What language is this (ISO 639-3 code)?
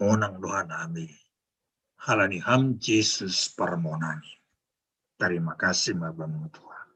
bts